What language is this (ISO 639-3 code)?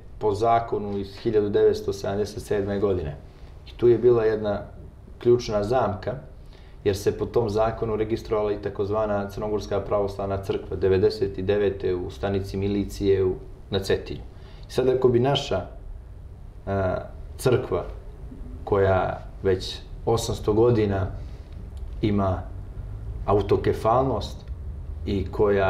srp